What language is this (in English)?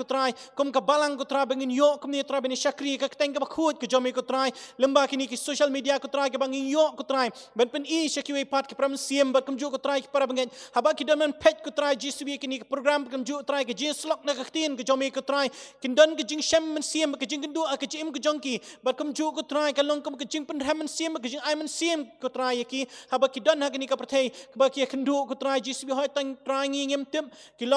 Khasi